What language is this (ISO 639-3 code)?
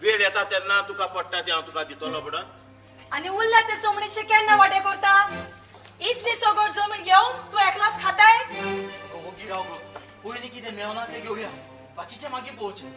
kok